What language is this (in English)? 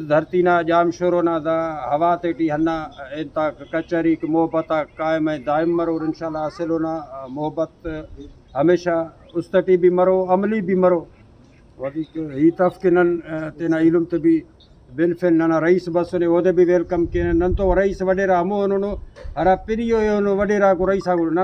Brahui